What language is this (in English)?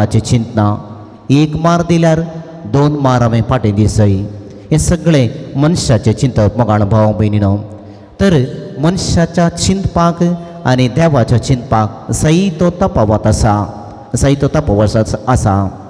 Konkani